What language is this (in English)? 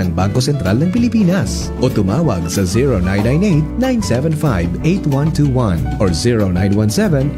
Bikol